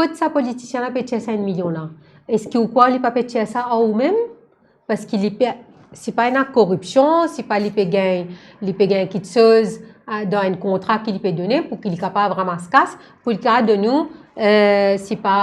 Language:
Morisyen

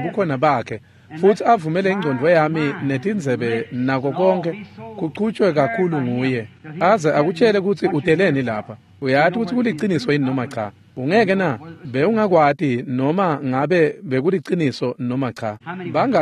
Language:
Swati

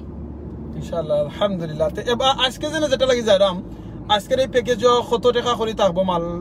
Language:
Sylheti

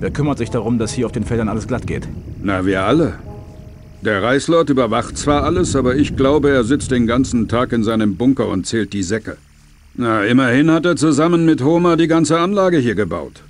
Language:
Bavarian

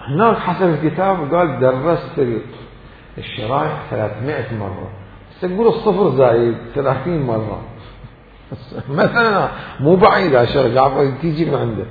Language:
Mesopotamian Arabic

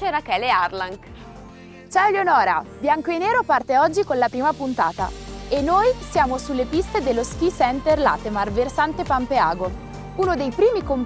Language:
Italian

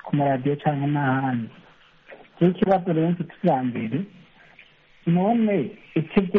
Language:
Kinyarwanda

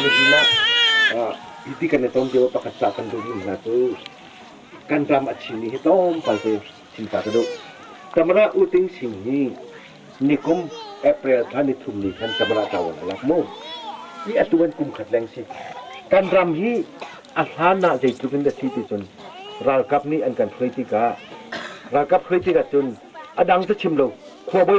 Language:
Hakha Chin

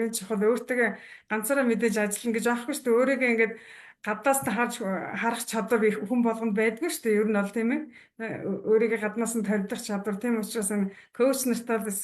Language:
Mongolian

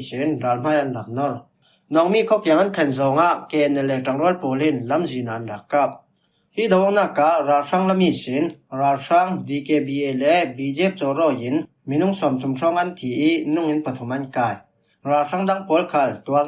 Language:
Falam Chin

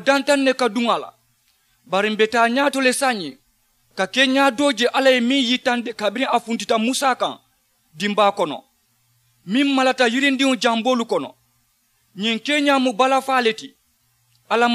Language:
Mandingo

